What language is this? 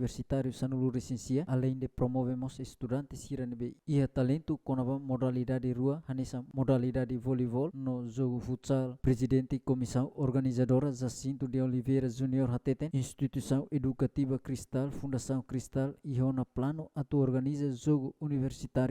Tetum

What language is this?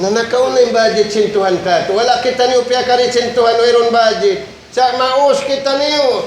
Tausug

